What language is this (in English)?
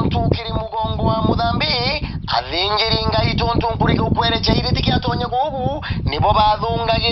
Meru